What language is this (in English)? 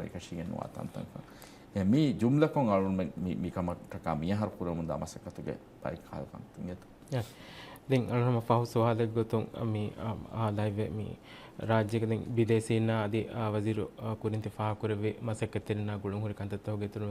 Divehi